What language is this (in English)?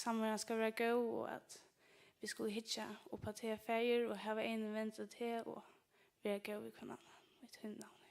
Faroese